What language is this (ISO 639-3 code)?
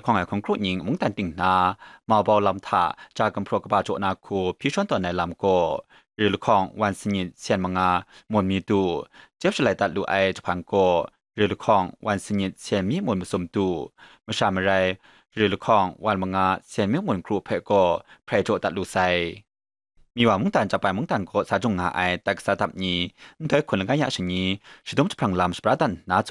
kac